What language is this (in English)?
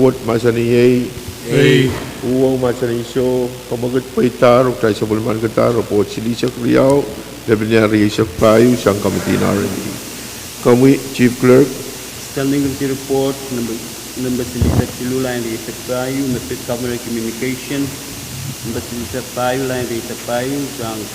Pohnpeian